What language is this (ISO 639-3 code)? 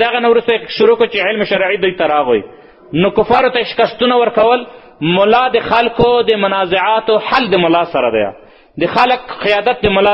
pus